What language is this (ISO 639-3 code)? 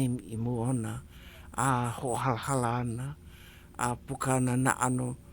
haw